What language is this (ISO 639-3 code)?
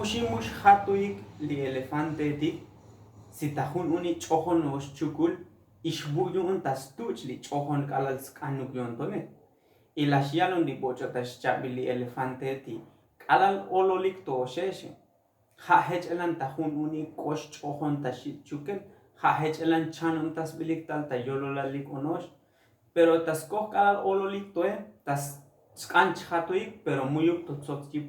tzo